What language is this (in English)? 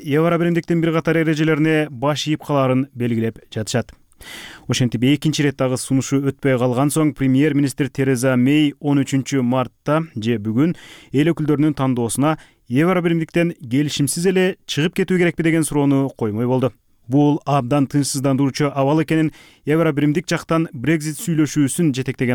Kyrgyz